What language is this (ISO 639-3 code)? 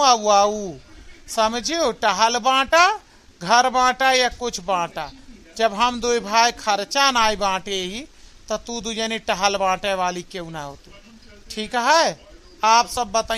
awa